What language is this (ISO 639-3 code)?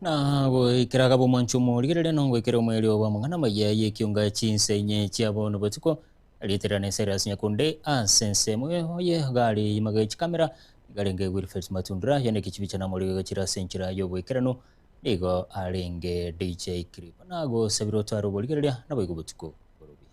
guz